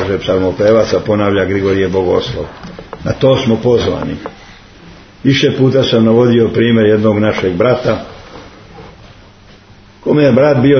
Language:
Serbian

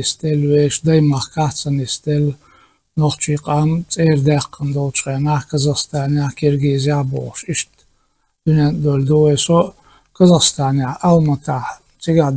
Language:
Chechen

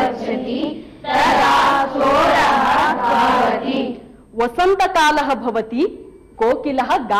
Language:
Sanskrit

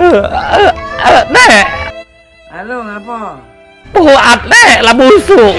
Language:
Musi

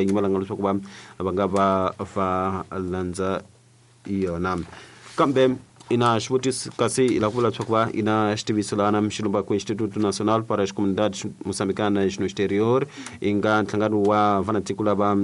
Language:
Tsonga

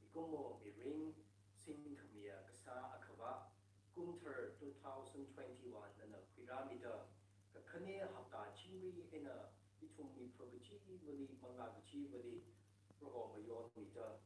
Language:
Tangkhul Naga (India)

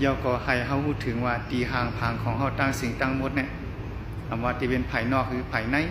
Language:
Shan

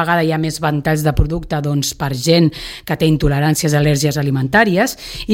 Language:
Catalan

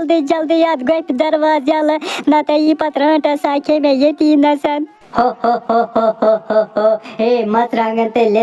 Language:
Kashmiri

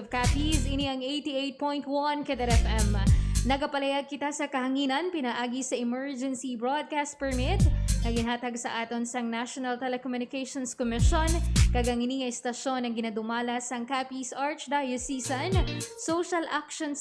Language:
Hiligaynon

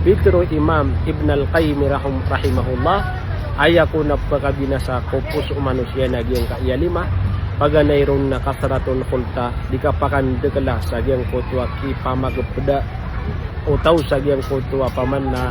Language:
Maranao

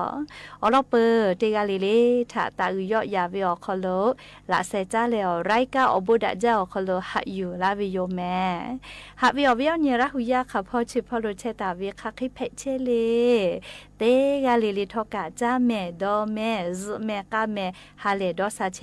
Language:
Lahu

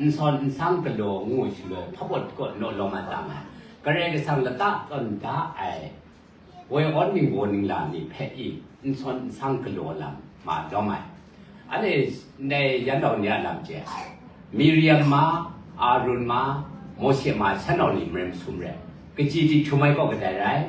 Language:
Kachin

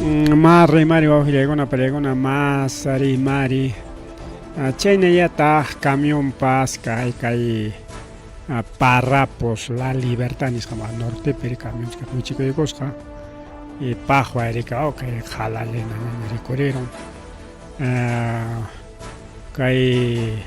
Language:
Ayacucho Quechua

